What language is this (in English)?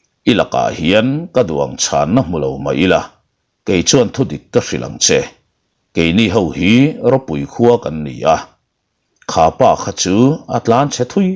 Mizo